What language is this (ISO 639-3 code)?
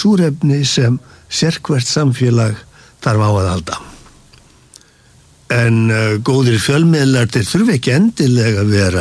isl